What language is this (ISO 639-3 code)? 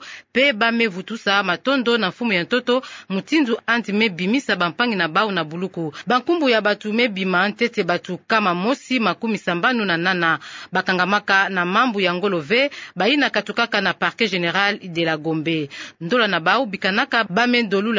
ktu